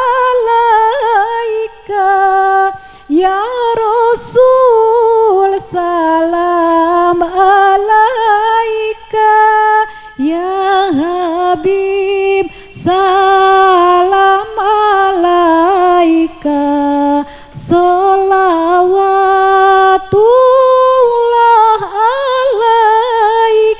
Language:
Sundanese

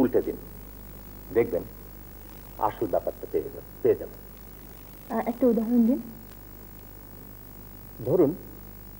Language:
Bangla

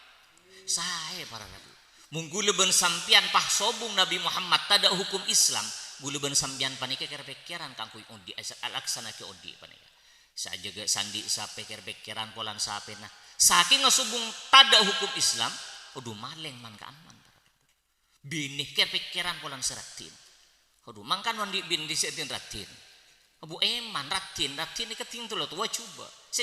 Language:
Madurese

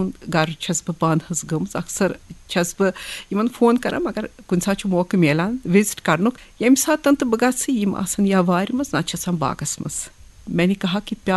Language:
Kashmiri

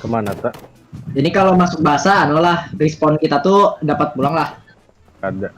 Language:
Banjar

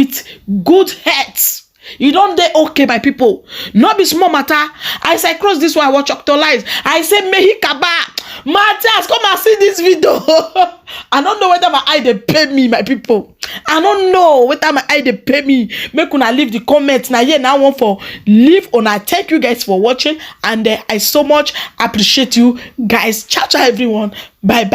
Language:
Nigerian Pidgin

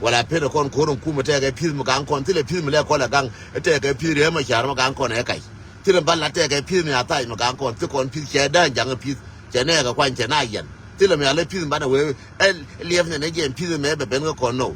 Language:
Nuer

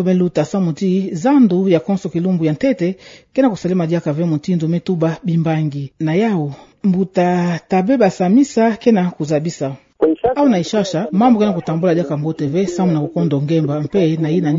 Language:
Kituba (Democratic Republic of Congo)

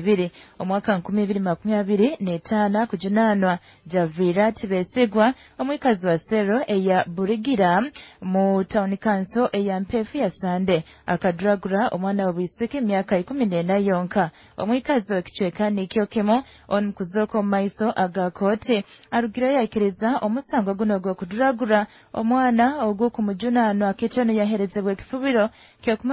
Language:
Nyoro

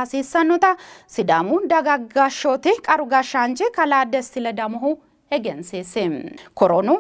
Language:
Sidamo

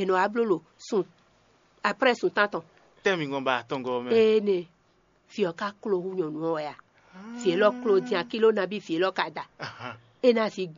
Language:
Fon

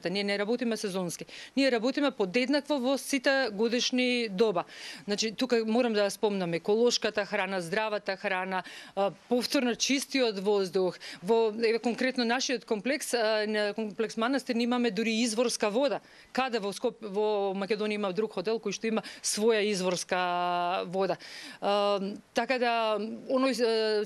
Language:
Macedonian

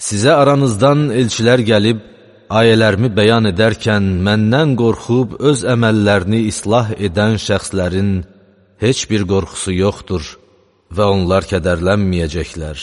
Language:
Azerbaijani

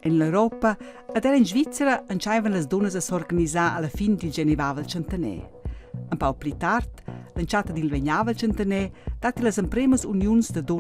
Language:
Romansh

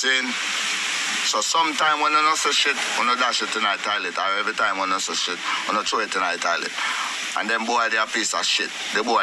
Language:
Jamaican Creole English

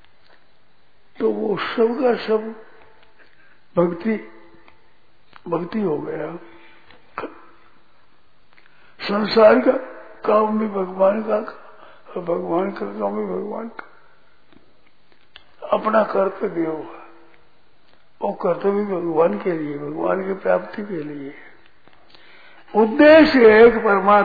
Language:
Hindi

